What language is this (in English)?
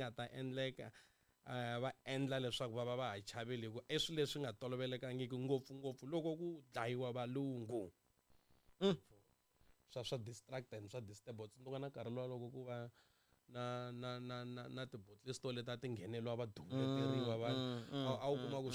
Tsonga